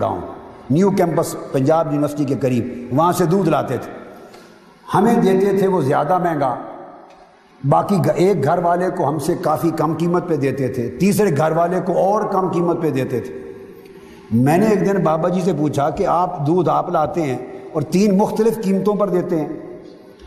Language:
Urdu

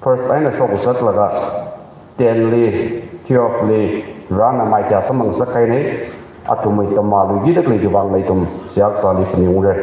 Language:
Tangkhul Naga (India)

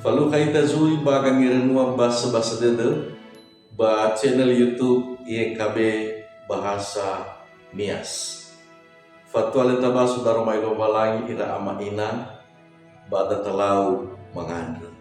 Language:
Nias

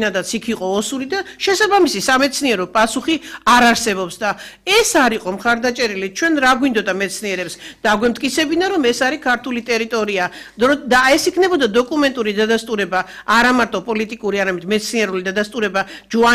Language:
Georgian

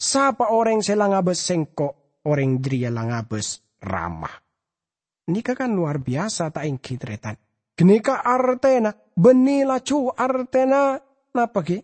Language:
Madurese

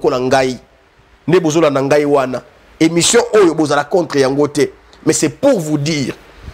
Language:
Lingala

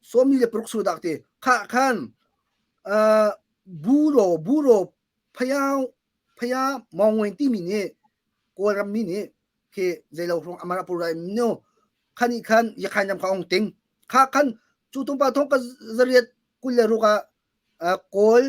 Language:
Hakha Chin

